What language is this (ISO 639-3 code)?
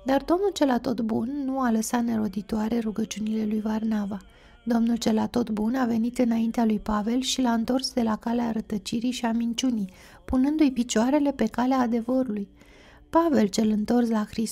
ron